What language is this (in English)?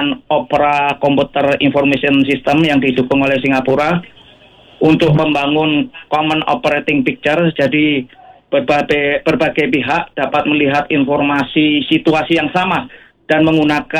Indonesian